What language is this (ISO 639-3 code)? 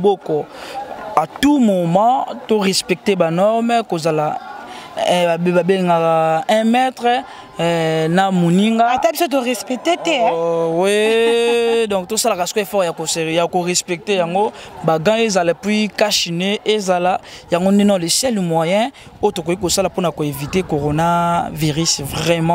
lin